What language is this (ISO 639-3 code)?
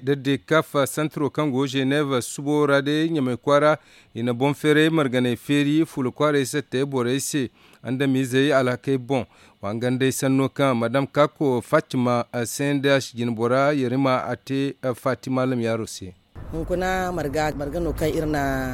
dje